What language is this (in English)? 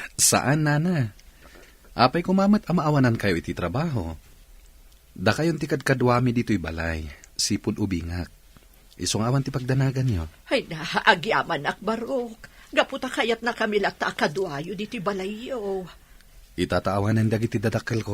Iloko